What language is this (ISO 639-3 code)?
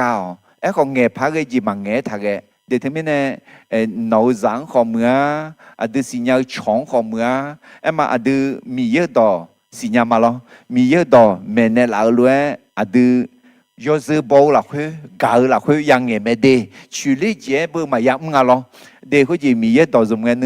ahk